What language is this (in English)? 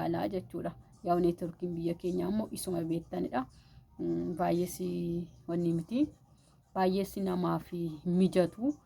Oromo